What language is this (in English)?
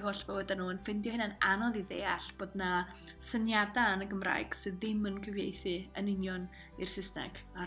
Welsh